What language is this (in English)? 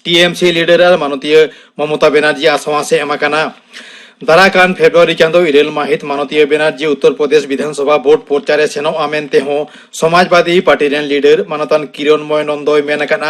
Santali